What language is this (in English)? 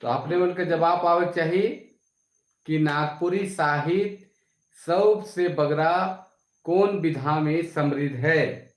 Sadri